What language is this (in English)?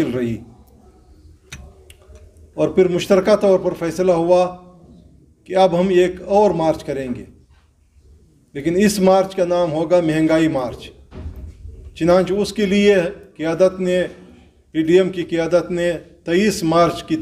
Urdu